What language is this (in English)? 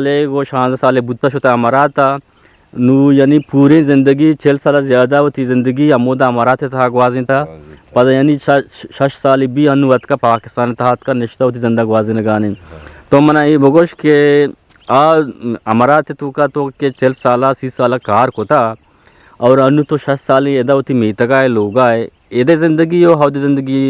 Eastern Balochi